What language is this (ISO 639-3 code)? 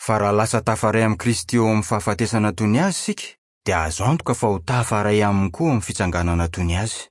mlg